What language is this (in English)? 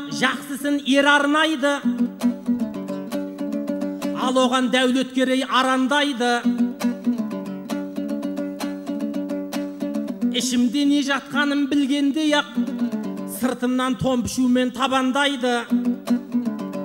Kazakh